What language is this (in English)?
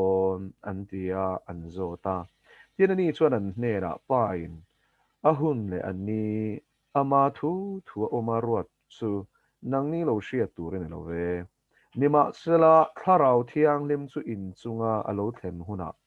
Mizo